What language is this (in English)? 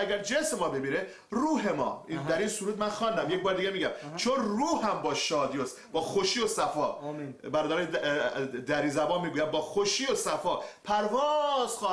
Persian